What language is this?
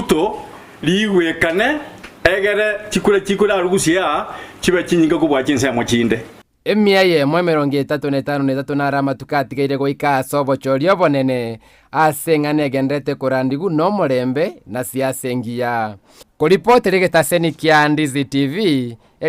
Gusii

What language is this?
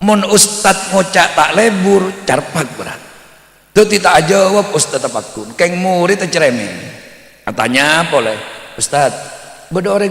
Madurese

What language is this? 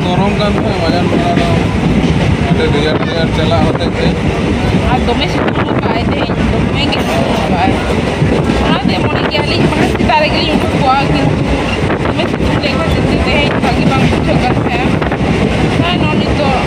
Santali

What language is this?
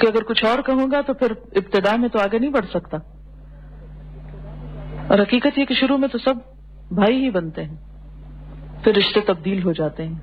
Urdu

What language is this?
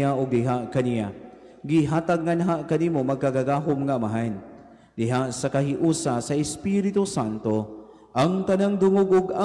Cebuano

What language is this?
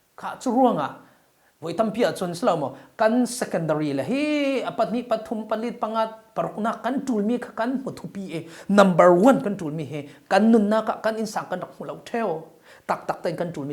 Falam Chin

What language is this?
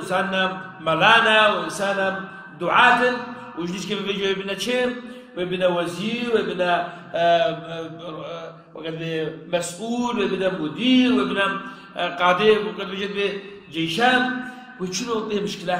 Kurdish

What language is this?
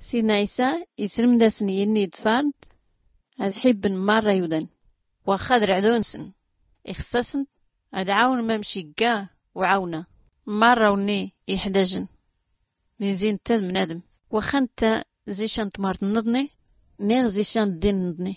Tachelhit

